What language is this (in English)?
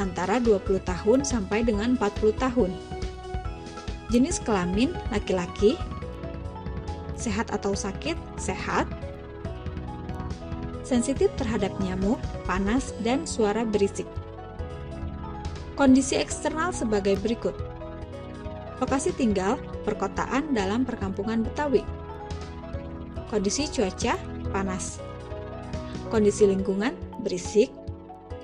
Indonesian